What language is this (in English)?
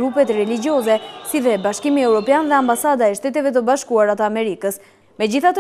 Albanian